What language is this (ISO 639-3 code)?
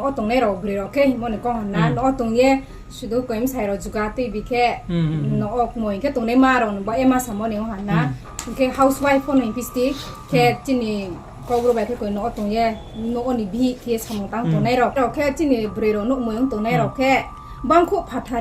ria